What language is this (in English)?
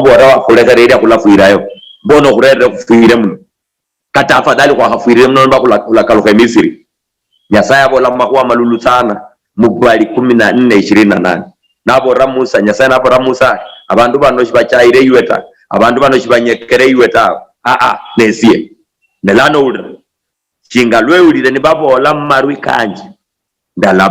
Luyia